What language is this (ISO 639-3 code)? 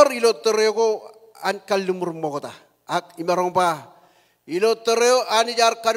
mah